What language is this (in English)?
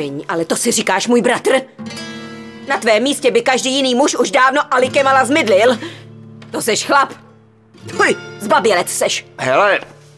Czech